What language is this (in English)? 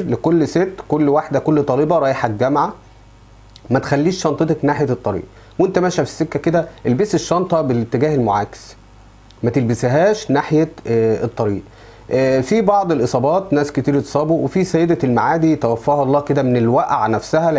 Egyptian Arabic